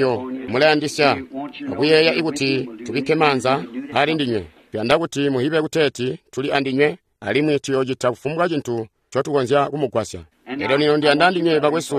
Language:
Tonga (Zambia)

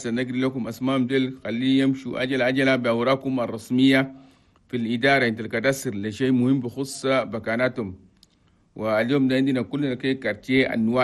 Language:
Chadian Arabic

